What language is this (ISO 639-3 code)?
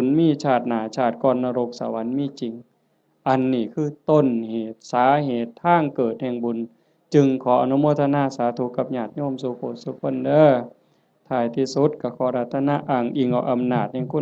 tts